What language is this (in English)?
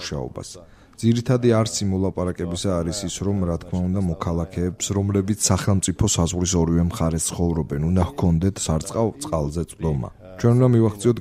Georgian